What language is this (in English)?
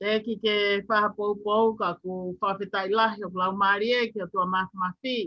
Tongan